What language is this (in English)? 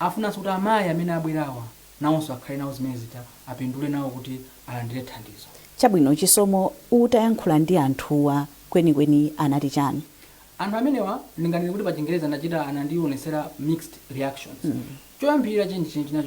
Nyanja